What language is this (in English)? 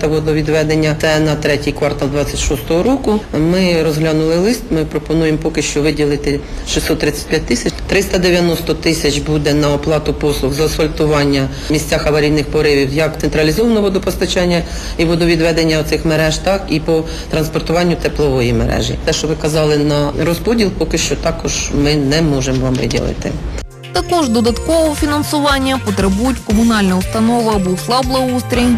Ukrainian